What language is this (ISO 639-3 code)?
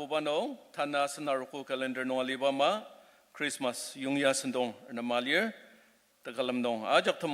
njo